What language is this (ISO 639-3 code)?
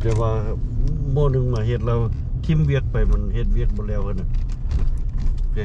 lao